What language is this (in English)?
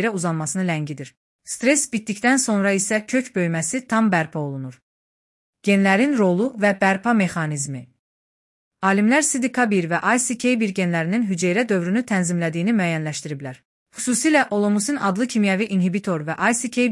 Azerbaijani